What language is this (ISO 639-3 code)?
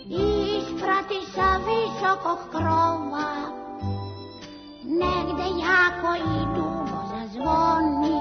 srp